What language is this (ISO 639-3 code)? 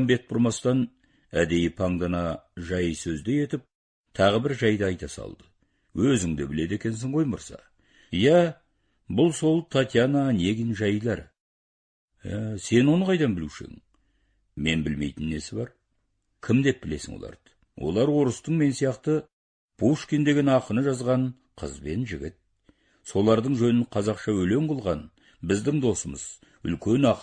kaz